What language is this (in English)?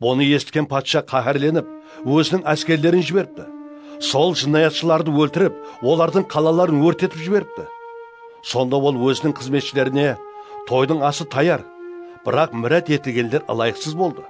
Kara-Kalpak